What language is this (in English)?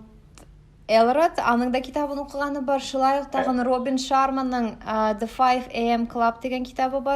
Tatar